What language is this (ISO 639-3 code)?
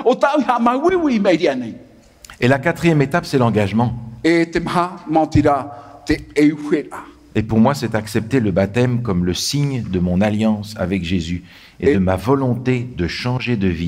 tah